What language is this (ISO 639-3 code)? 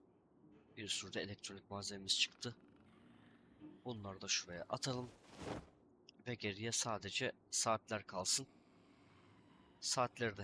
tur